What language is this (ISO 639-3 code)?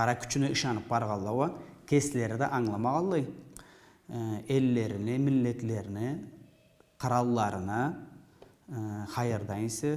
krc